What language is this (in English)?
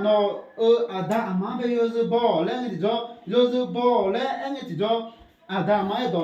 Akha